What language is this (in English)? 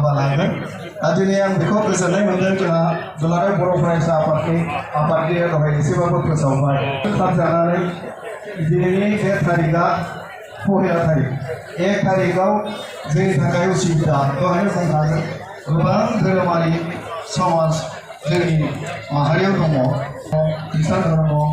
Bodo